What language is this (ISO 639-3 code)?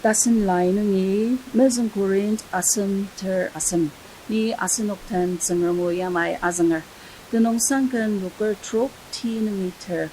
njo